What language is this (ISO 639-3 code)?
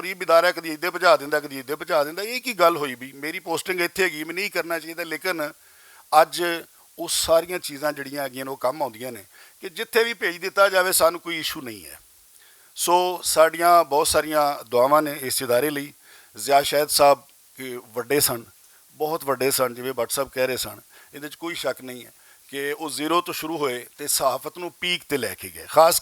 lah